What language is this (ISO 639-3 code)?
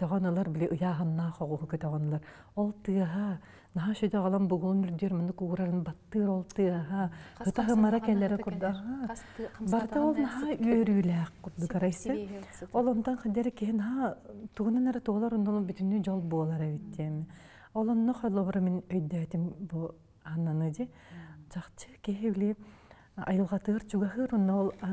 sah